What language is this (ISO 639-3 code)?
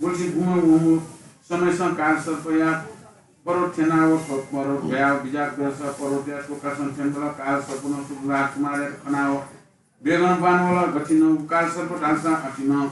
new